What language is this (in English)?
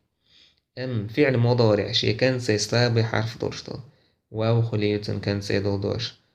Chechen